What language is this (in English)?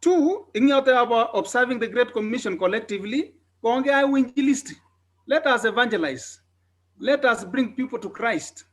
Kalenjin